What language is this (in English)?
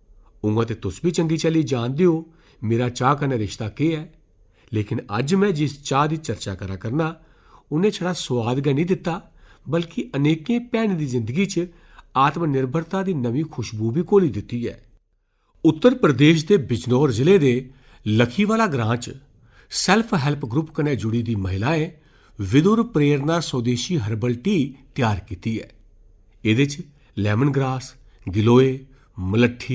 Dogri